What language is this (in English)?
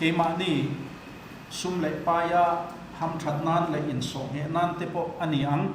Mizo